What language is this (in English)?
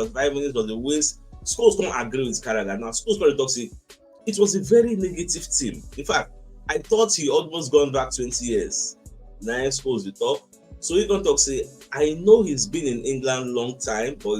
Nigerian Pidgin